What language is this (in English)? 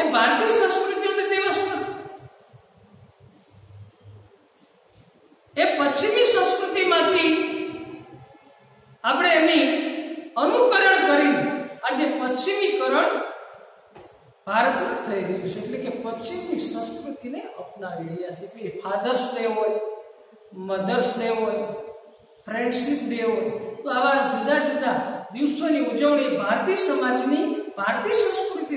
Gujarati